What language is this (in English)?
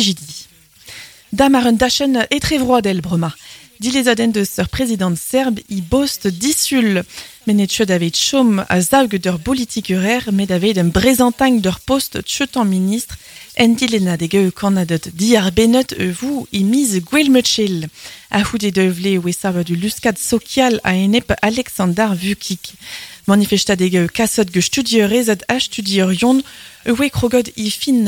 Breton